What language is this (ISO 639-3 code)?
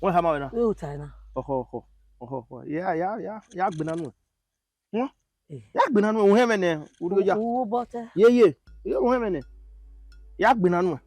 bin